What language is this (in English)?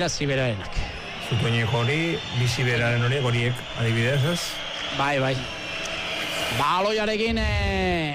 Basque